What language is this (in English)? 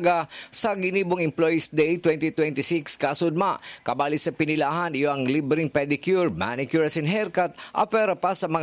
Bikol